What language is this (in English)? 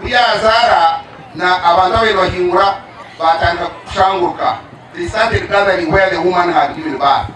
Nyankole